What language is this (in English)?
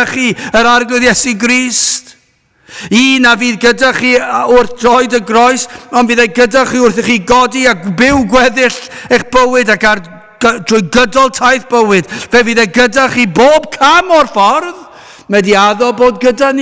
Welsh